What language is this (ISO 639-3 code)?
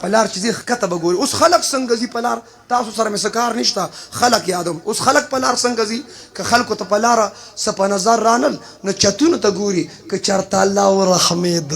pus